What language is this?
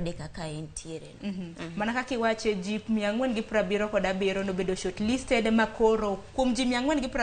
Luo (Kenya and Tanzania)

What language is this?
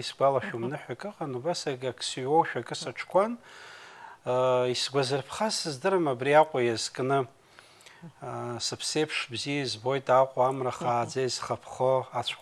Abkhazian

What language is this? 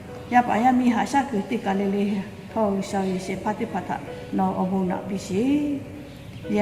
Lahu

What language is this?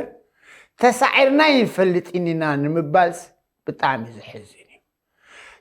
Tigrinya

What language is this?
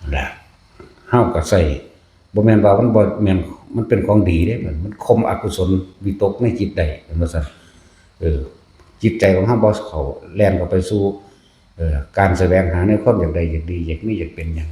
Northeastern Thai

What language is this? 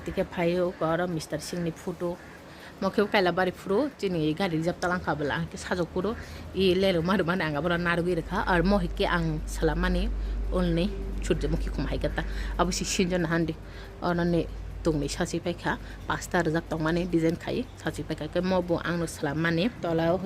Kok Borok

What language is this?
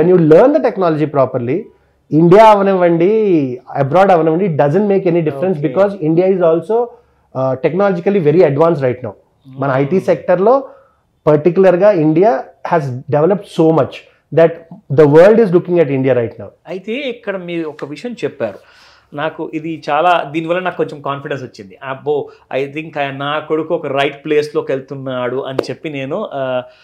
Telugu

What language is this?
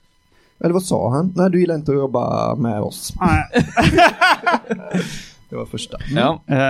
Swedish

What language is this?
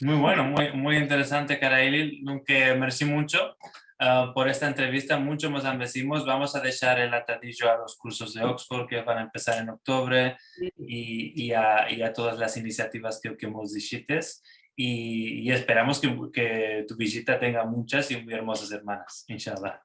Ladino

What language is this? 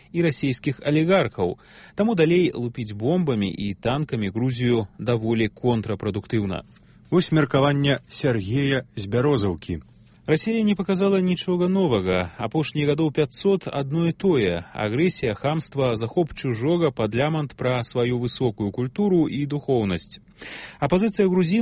Belarusian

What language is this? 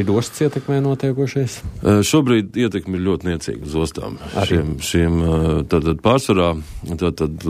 Latvian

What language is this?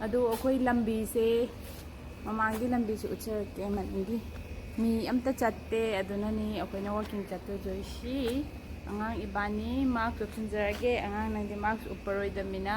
Manipuri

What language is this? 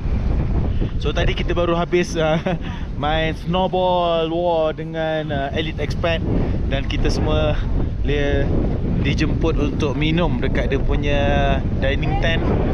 Malay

